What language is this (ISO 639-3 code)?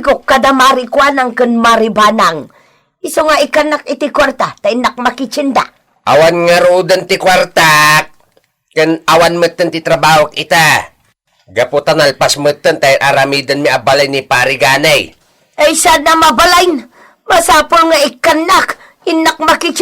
ilo